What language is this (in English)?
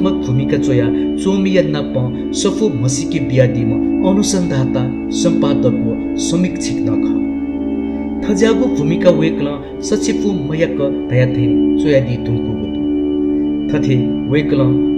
Newari